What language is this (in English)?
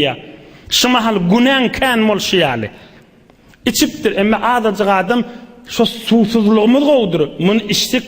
Turkmen